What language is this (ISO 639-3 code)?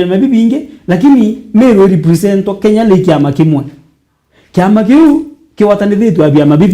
mer